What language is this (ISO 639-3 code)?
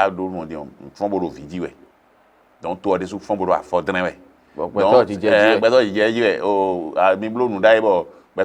fon